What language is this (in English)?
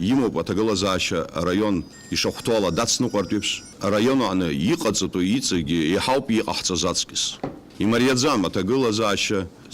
Abkhazian